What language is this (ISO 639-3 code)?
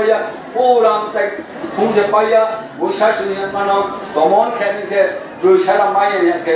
ria